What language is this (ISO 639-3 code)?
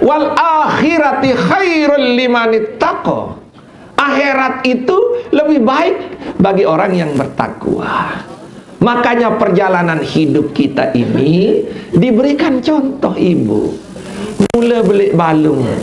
sas